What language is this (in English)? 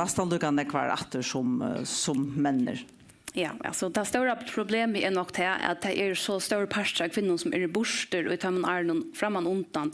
Faroese